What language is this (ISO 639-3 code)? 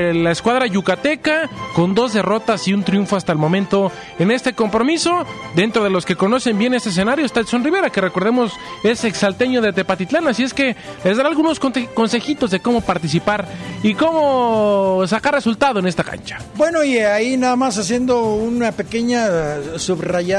spa